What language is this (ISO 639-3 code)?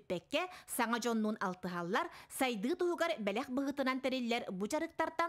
sah